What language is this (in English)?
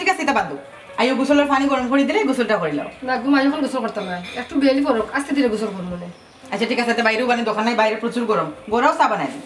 Sylheti